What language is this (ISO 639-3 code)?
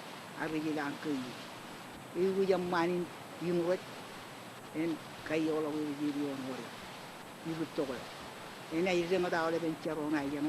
mah